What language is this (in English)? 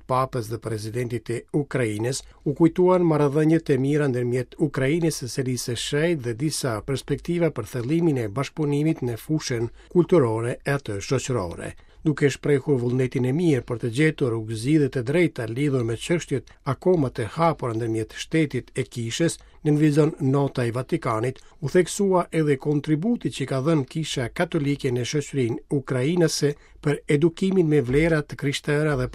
Albanian